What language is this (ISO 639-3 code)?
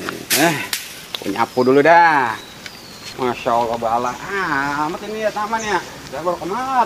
bew